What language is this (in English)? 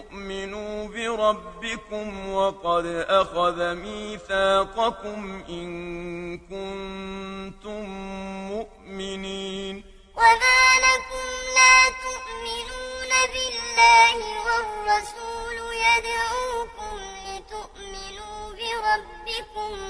Arabic